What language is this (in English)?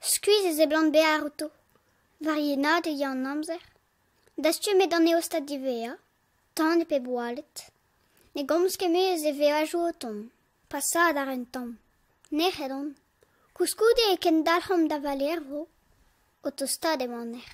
Breton